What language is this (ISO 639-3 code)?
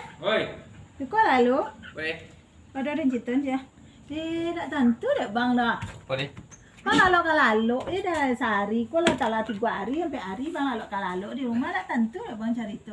min